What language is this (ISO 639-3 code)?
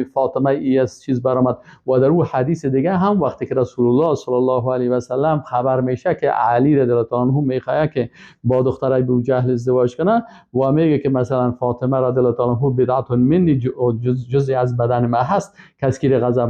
fas